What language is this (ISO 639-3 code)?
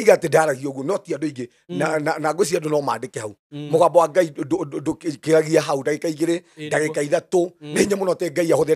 kik